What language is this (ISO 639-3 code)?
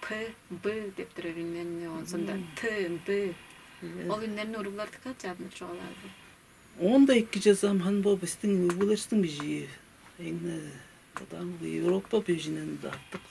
tyv